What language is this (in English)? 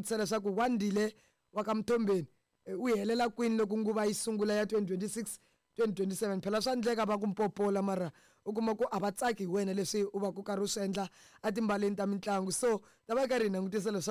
Tsonga